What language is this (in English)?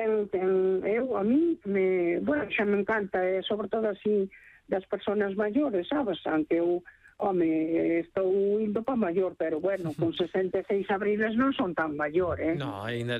Galician